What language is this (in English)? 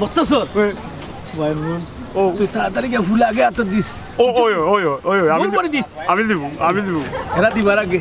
Sylheti